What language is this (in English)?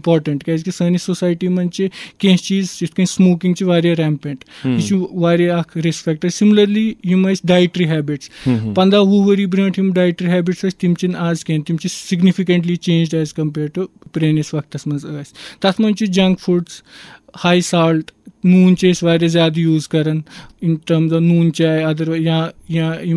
Kashmiri